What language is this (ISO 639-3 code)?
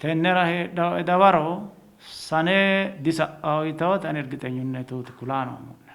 sid